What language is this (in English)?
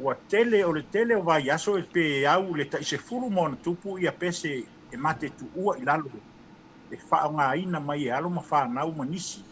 Samoan